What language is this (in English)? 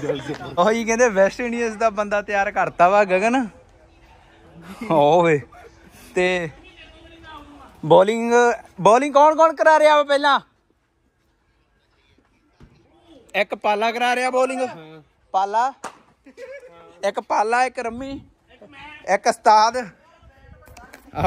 Punjabi